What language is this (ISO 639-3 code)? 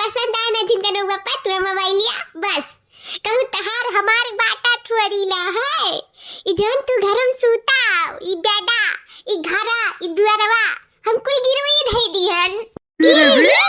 awa